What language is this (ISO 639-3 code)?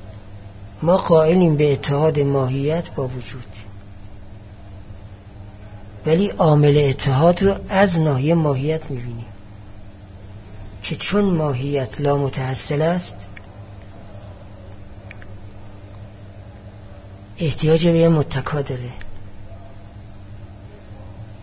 fas